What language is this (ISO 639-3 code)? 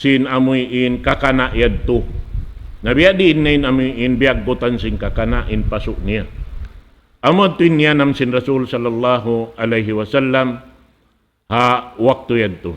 tsg